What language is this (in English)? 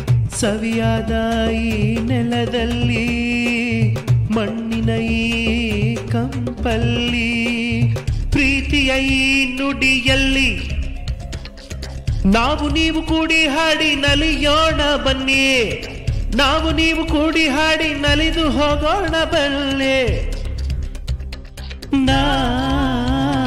Kannada